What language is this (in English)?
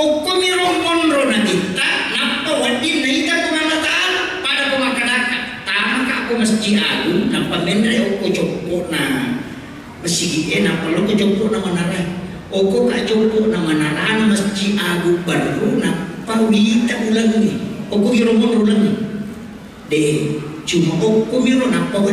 Buginese